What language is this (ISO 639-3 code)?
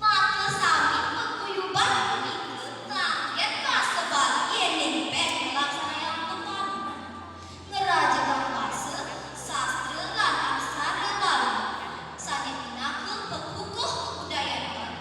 ban